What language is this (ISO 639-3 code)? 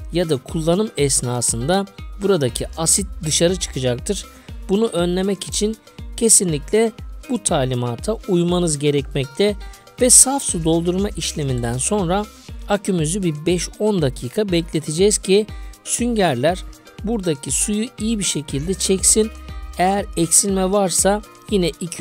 tur